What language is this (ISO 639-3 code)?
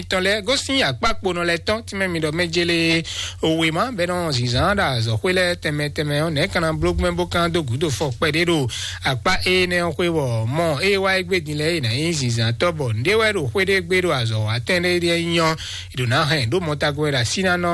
fon